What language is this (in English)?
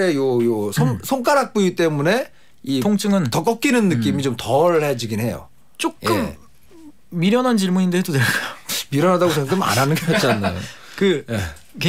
Korean